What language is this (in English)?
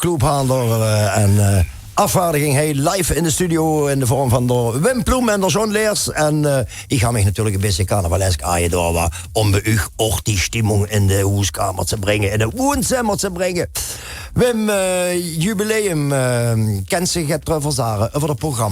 Limburgish